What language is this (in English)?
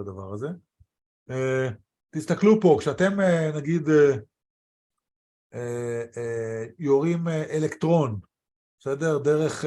Hebrew